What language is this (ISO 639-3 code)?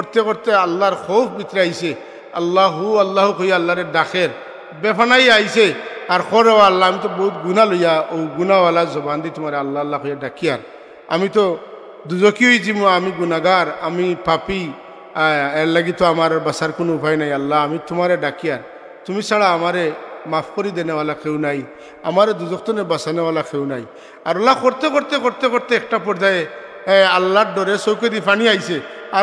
syl